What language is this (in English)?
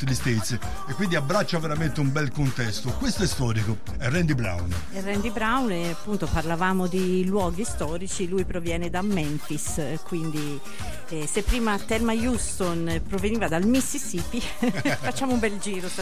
Italian